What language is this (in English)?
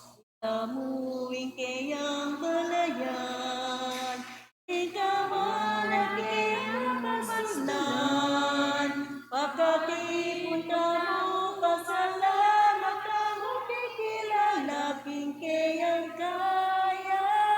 Pampanga